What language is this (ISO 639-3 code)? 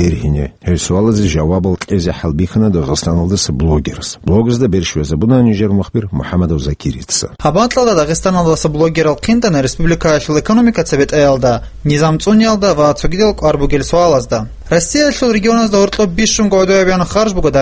ava